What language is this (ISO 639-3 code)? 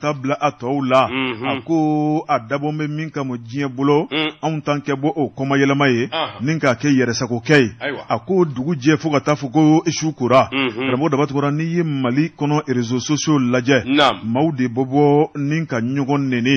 bam